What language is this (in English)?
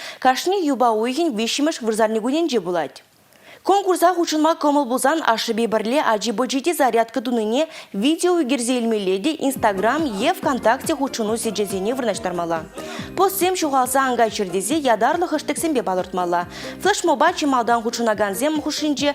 Chuvash